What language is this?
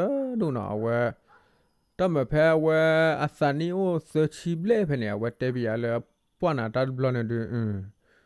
S'gaw Karen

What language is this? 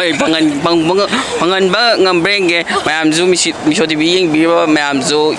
Manipuri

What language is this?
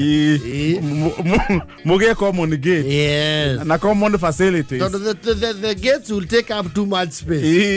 Kikuyu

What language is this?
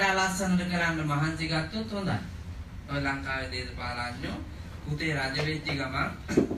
Sinhala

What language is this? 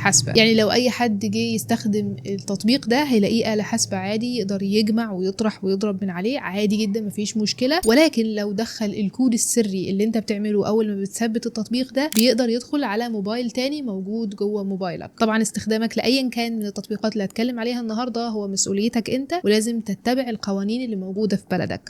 Egyptian Arabic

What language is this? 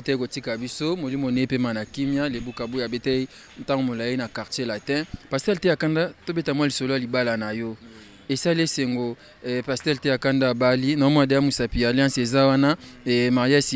Lingala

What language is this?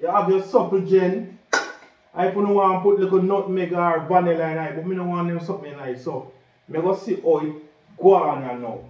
Jamaican Creole English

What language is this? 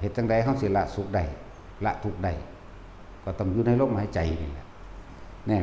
Northeastern Thai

